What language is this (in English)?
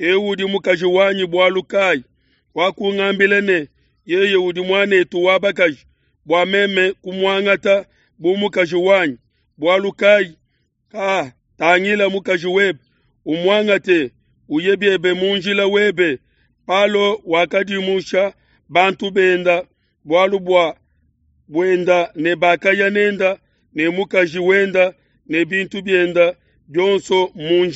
Luba-Lulua